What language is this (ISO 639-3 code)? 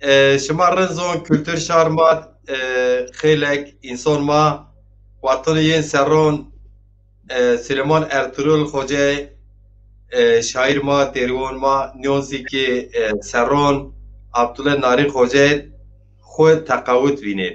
zza